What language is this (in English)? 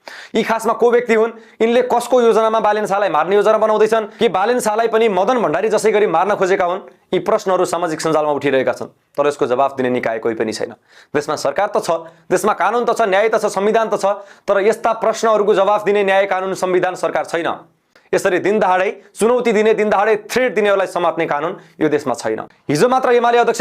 Nepali